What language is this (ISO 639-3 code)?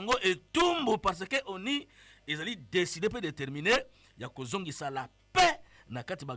lin